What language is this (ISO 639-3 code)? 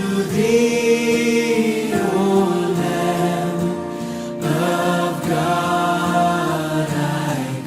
bth